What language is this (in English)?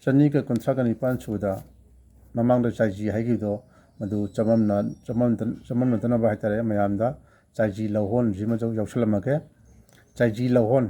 Manipuri